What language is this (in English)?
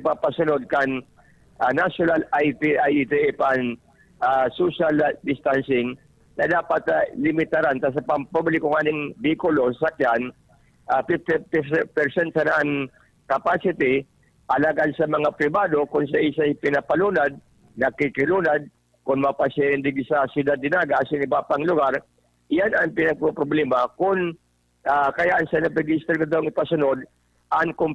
Bikol